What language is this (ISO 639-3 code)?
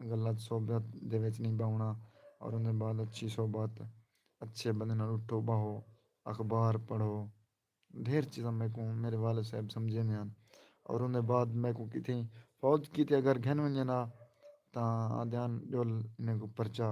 skr